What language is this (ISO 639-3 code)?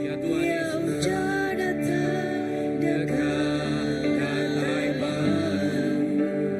iba